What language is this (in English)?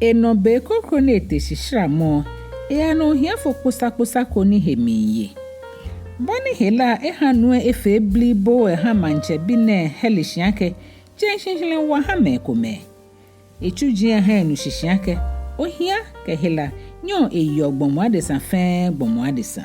Ga